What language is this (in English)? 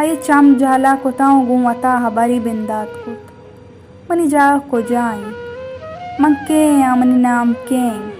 Baluchi